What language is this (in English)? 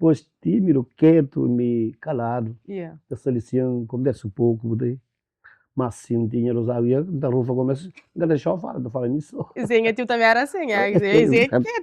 Kabuverdianu